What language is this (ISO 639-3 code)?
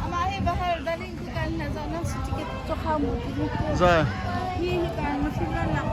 cnh